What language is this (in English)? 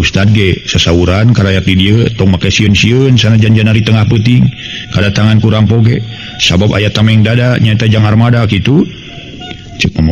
Sundanese